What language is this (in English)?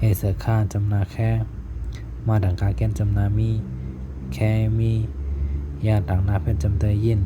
Shan